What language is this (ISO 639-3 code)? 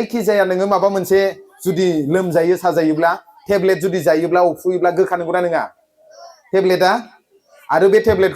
brx